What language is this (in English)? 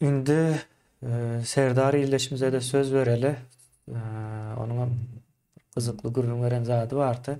Turkmen